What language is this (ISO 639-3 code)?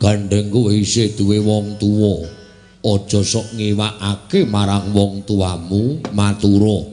jav